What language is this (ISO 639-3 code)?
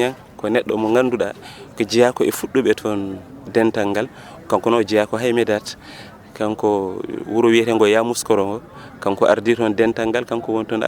ful